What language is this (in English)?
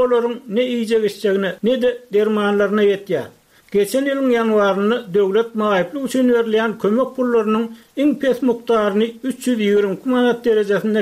Turkmen